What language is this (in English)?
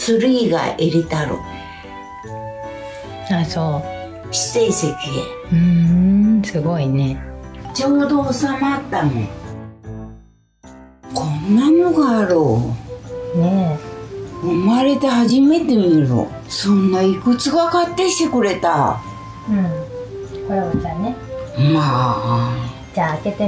Japanese